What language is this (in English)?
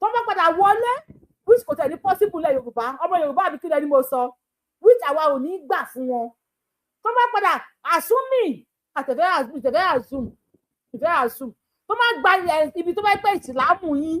Yoruba